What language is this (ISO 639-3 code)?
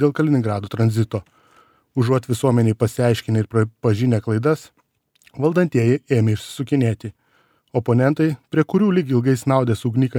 lit